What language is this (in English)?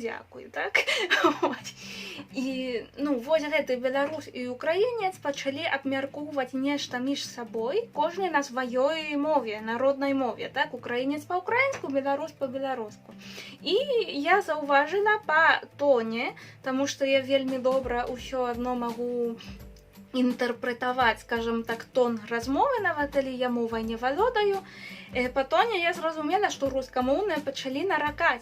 Belarusian